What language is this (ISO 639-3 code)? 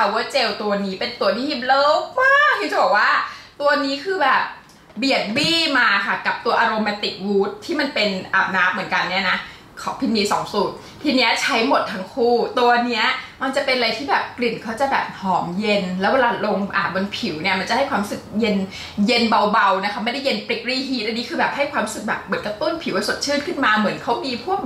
tha